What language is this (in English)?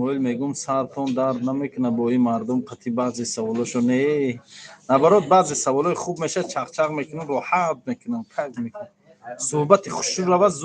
Tajik